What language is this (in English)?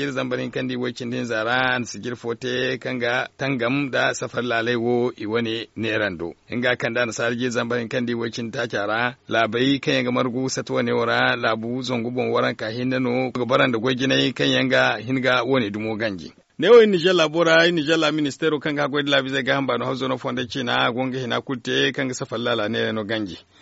Zarma